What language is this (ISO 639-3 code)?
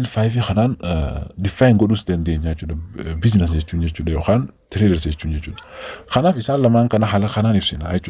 orm